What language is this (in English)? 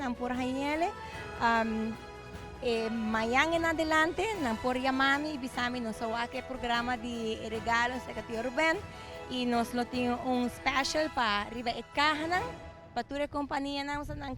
Papiamento